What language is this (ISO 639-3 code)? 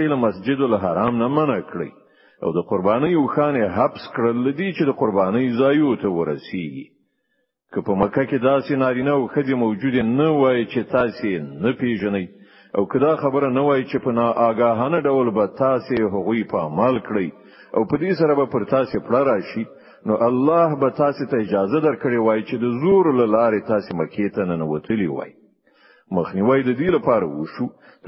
pus